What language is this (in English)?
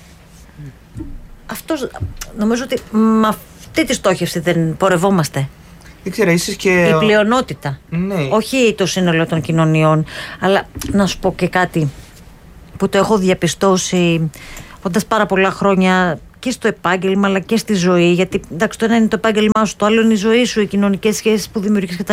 Greek